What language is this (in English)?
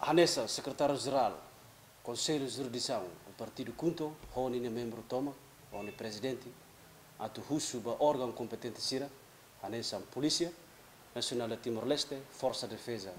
Tetum